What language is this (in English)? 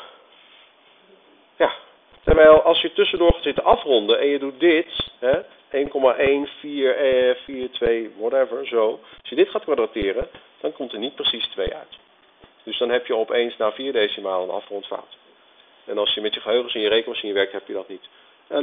Dutch